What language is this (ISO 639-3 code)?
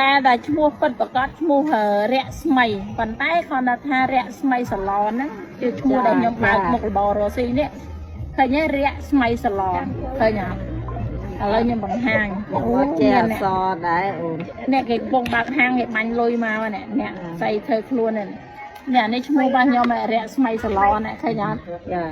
khm